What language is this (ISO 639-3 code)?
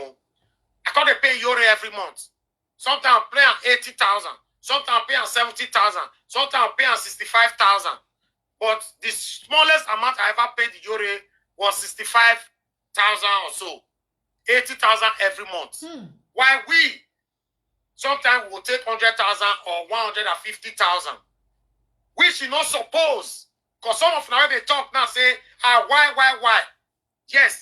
pcm